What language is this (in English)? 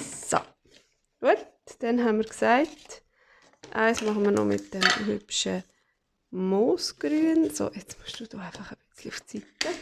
Swiss German